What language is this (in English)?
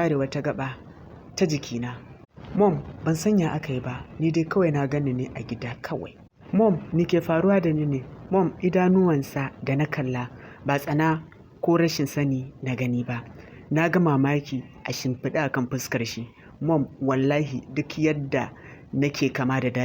Hausa